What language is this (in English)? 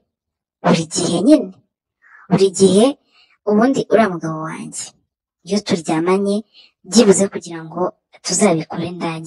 Kinyarwanda